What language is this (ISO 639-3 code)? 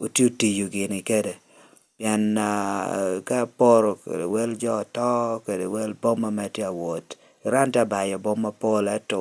laj